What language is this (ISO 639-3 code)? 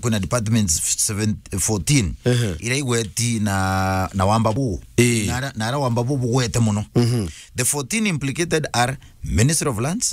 mer